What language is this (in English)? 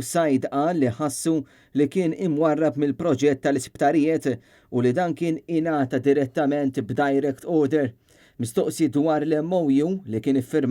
Maltese